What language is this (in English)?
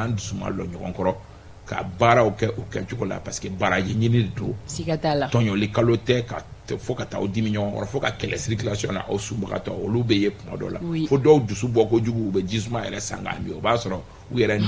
Bambara